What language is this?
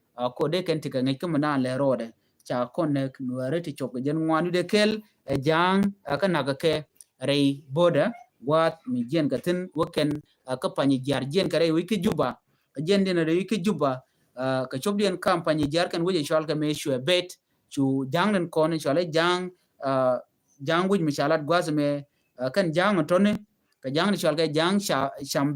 Nuer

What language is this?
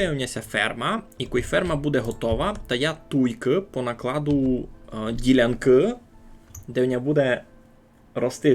Rusyn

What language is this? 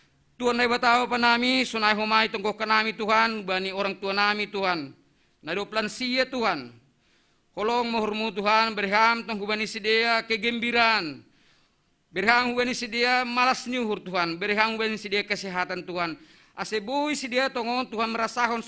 Batak Simalungun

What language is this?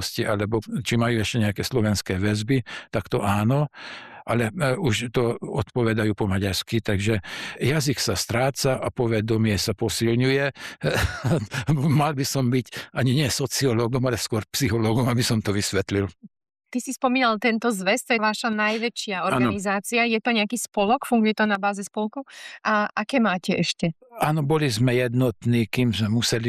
Slovak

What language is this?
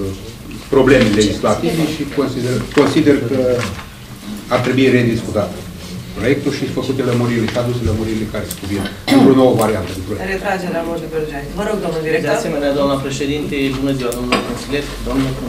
Romanian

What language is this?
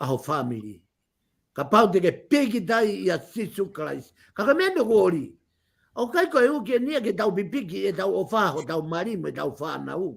Tongan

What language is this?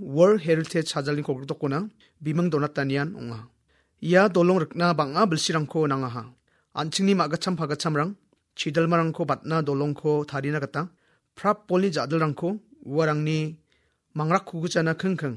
Garo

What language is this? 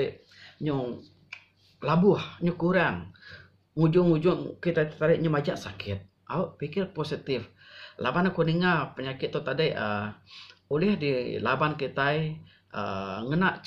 Iban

